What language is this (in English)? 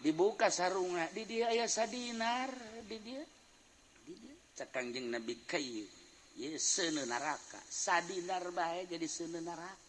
Sundanese